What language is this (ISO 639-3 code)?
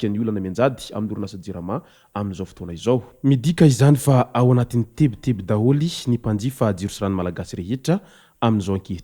mlg